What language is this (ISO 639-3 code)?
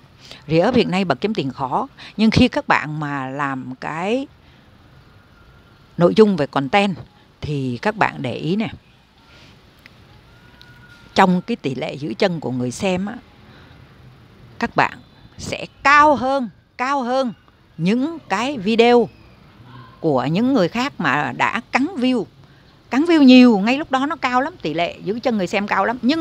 vie